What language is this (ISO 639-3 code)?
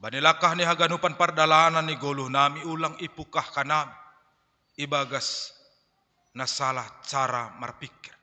bts